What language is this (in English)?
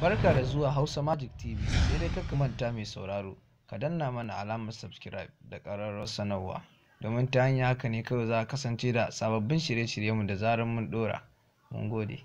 Hausa